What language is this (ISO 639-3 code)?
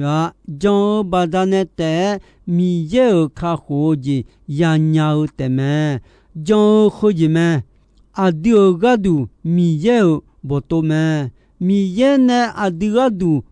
ahk